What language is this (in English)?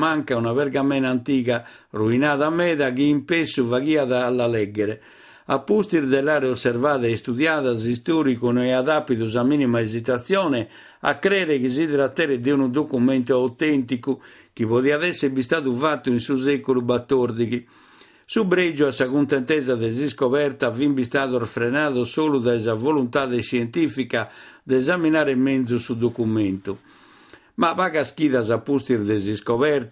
Sardinian